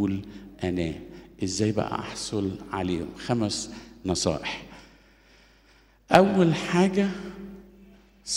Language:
Egyptian Arabic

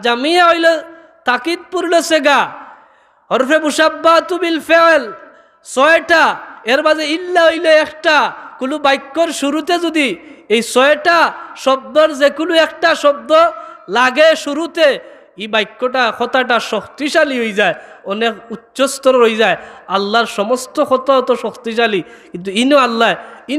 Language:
Sylheti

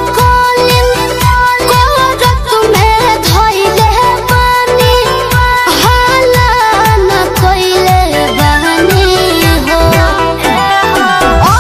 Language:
Bhojpuri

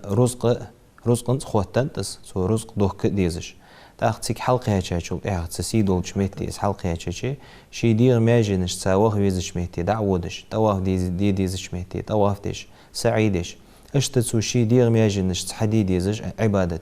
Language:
Ingush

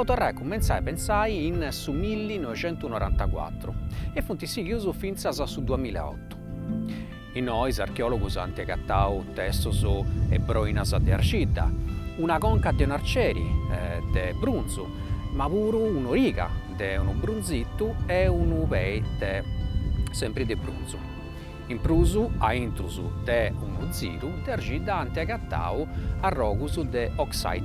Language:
Sardinian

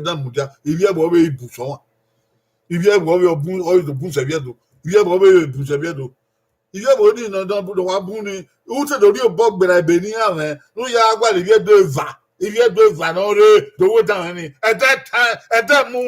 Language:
Bini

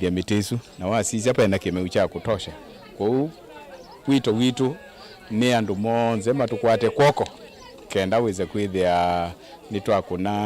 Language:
Kamba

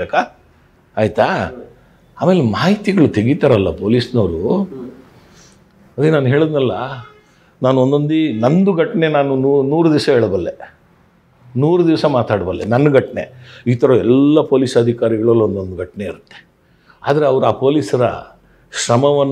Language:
Kannada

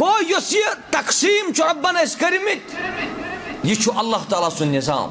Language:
Kashmiri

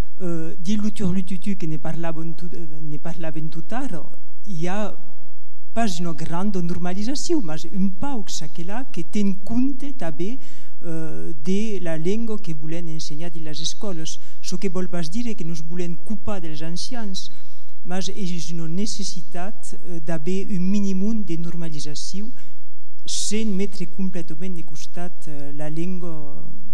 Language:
Occitan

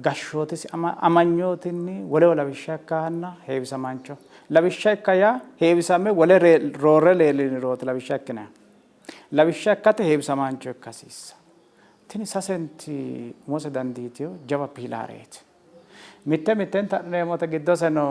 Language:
Sidamo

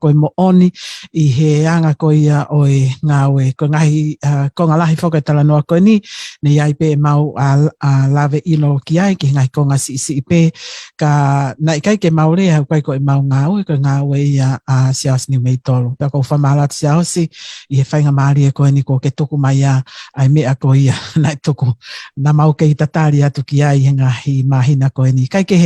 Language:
Tongan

